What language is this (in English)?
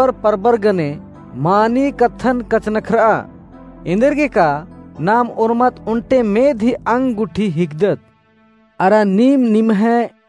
Kurukh